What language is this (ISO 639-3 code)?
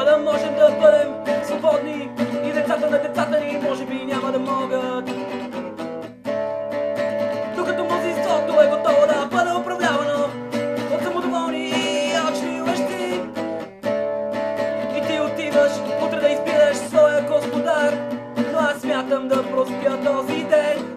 bul